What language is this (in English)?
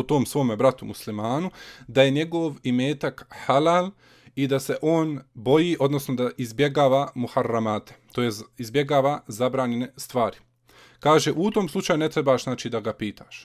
Bosnian